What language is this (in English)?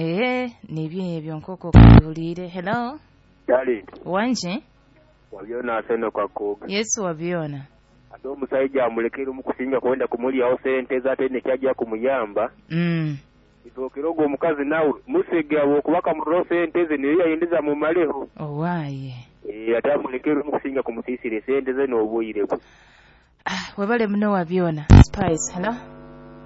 Nyoro